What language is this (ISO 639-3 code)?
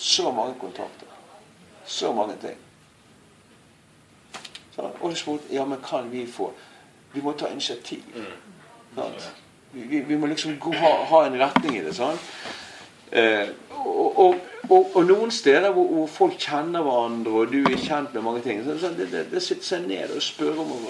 nor